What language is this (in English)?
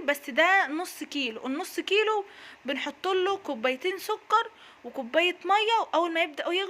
Egyptian Arabic